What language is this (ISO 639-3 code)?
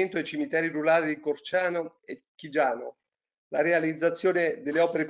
ita